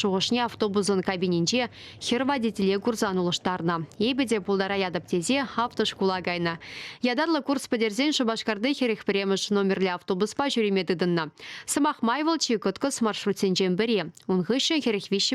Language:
Chuvash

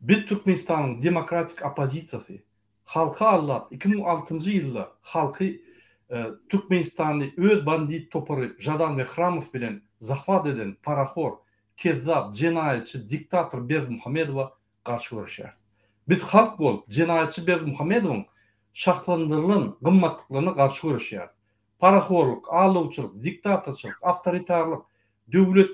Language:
Turkmen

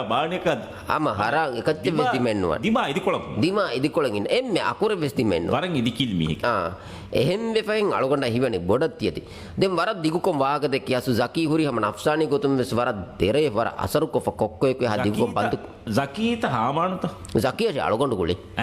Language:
Divehi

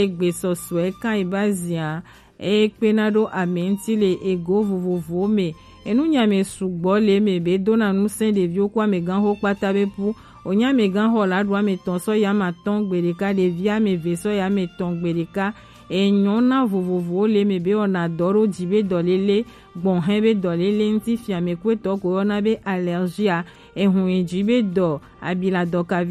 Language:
Gen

